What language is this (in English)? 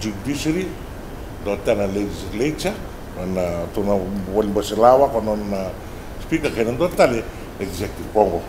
Fijian